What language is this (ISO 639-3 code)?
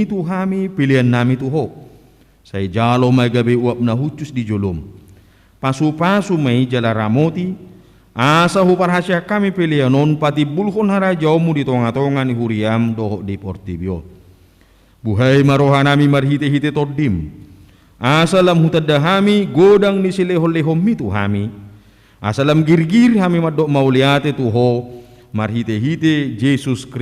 bbc